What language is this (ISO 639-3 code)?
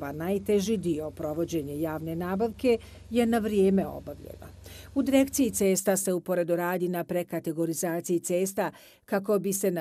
bos